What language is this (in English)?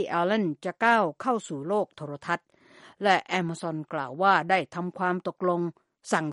Thai